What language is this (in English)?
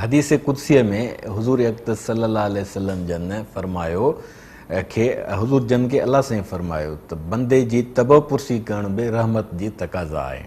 Sindhi